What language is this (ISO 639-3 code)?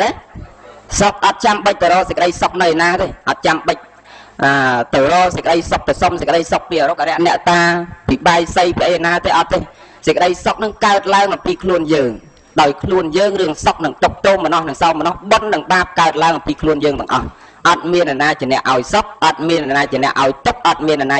khm